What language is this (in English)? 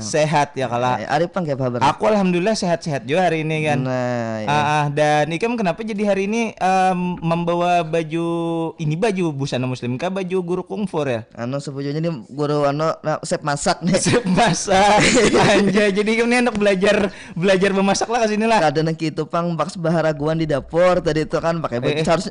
Banjar